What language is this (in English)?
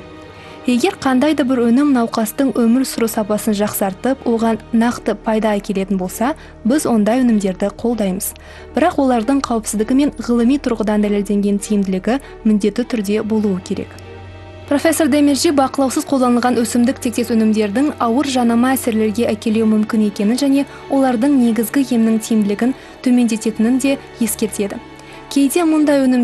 Kazakh